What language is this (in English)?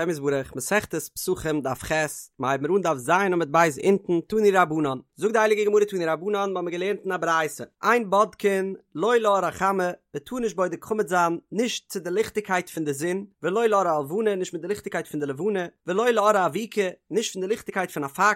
Yiddish